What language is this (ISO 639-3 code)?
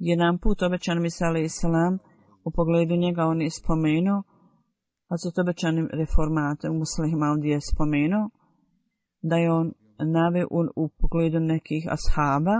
bos